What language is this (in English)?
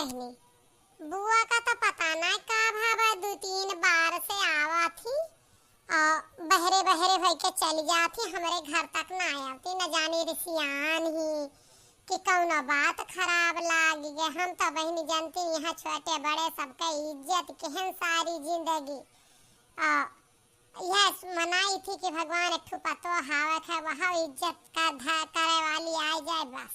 Awadhi